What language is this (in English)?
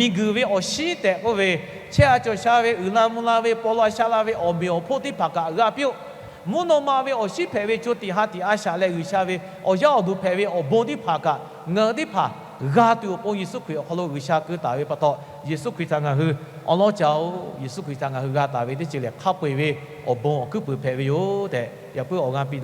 Lahu